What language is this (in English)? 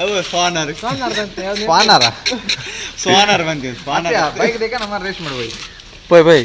Tulu